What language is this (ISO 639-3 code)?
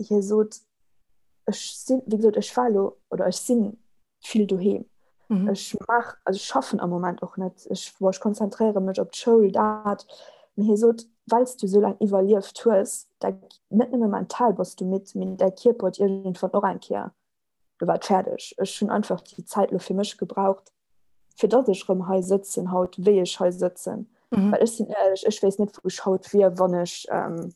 ltz